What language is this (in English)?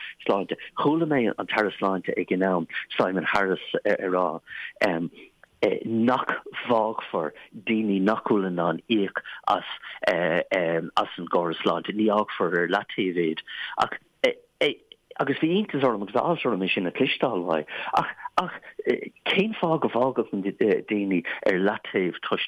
Irish